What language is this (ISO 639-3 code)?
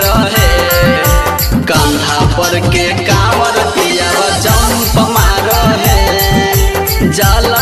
bho